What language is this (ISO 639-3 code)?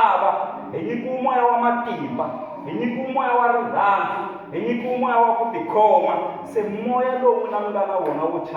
tso